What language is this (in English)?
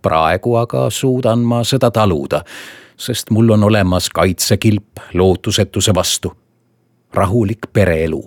Estonian